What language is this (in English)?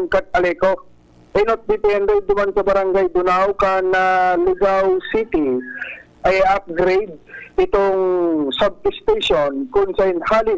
Bikol